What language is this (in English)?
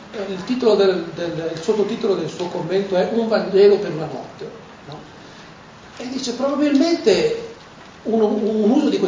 Italian